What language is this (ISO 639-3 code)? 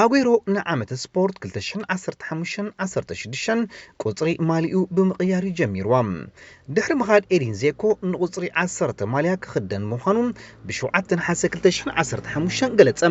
tir